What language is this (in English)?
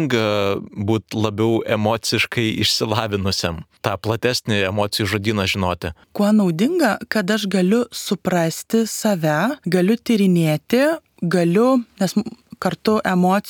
Lithuanian